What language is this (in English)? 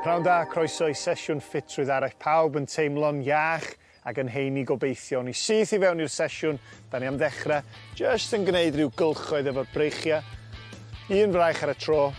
Welsh